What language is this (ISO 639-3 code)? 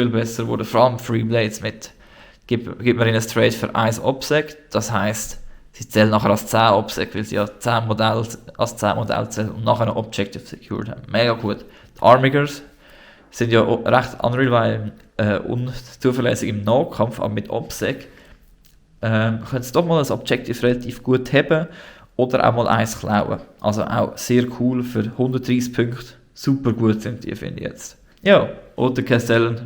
gsw